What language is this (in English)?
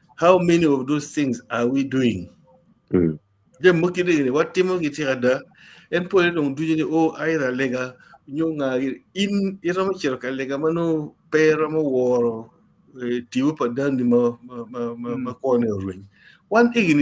Acoli